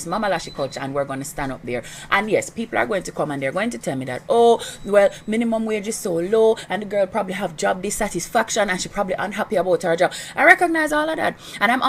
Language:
Jamaican Creole English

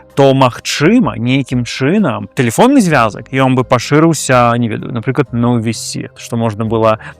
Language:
Belarusian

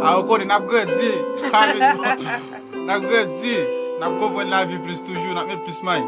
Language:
Haitian Creole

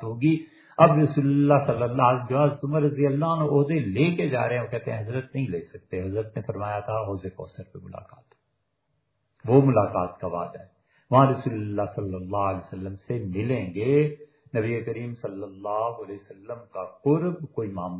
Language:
Urdu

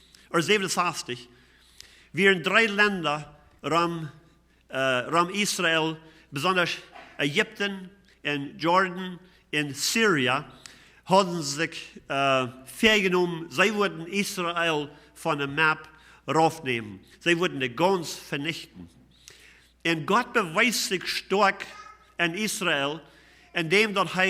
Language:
Plautdietsch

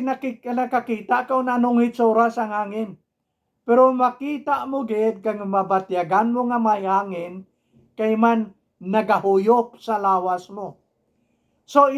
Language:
Hiligaynon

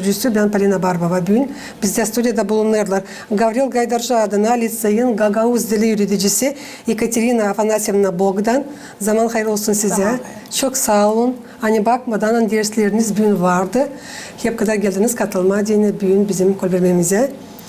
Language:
Gagauz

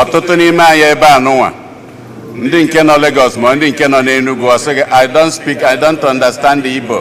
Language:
Igbo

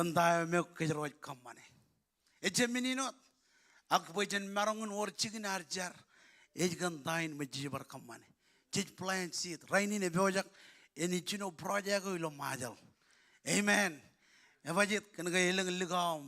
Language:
Marshallese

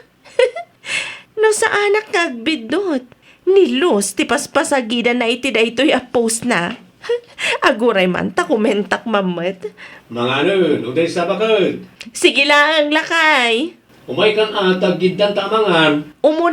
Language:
Iloko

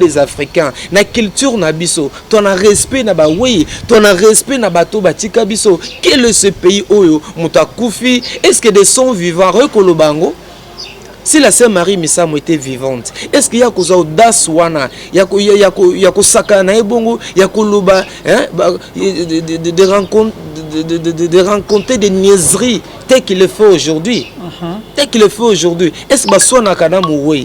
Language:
Lingala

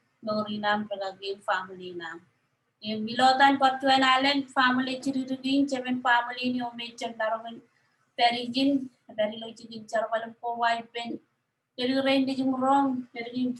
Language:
Marshallese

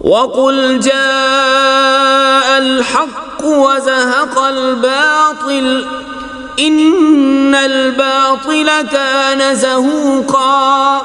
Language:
Kashmiri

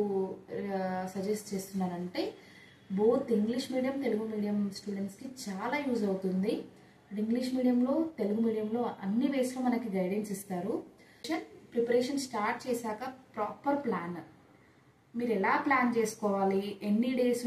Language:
Telugu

